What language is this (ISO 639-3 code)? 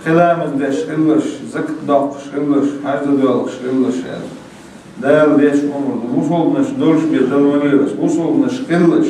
che